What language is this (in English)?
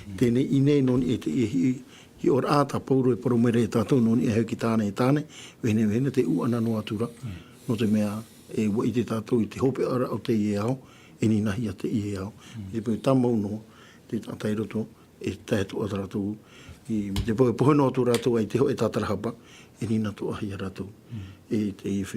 Tahitian